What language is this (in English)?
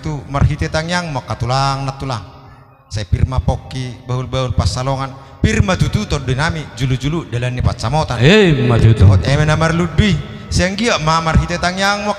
Batak Toba